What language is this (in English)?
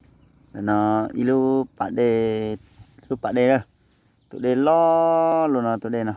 Hmong